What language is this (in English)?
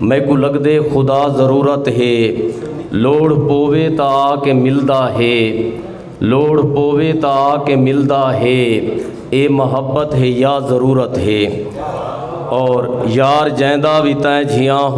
Saraiki